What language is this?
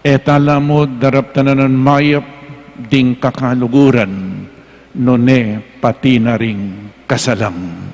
Pampanga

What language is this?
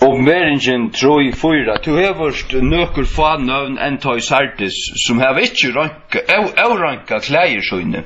Faroese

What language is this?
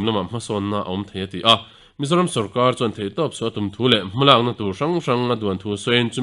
Mizo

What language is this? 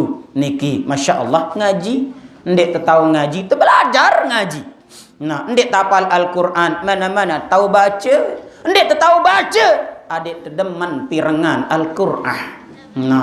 Sasak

